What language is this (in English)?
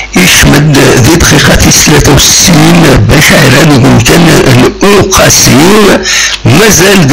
Kabyle